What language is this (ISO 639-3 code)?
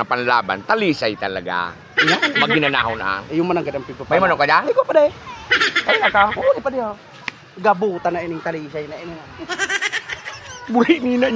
bik